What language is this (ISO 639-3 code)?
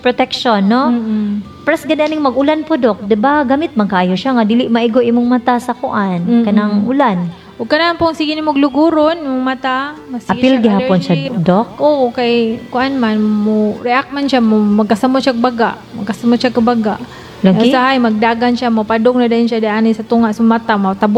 ceb